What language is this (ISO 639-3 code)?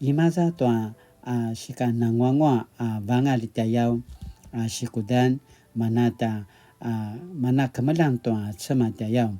pwn